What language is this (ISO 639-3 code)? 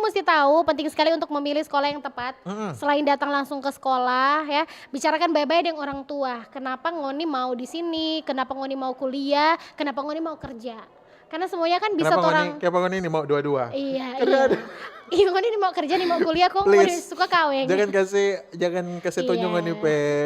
xmm